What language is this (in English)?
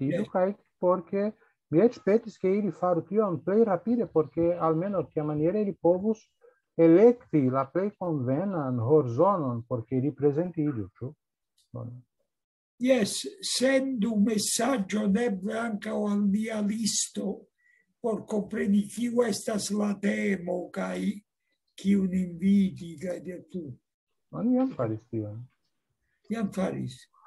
Esperanto